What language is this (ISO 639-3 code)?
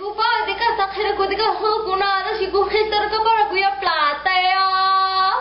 hmn